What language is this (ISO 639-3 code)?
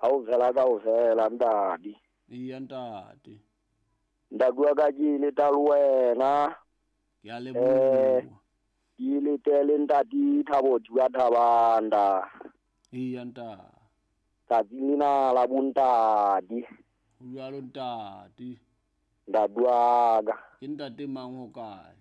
sot